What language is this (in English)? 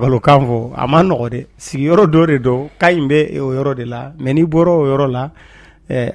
Bambara